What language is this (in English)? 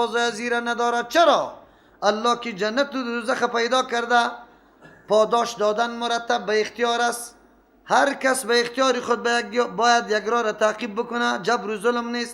Persian